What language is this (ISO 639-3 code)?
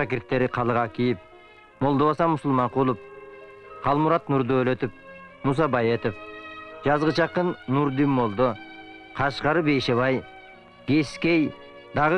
kir